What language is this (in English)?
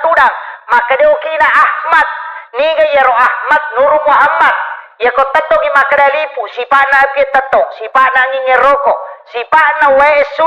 Buginese